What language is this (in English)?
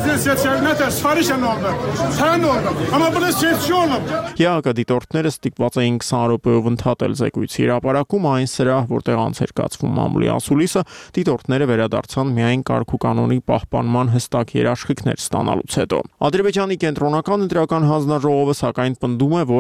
Armenian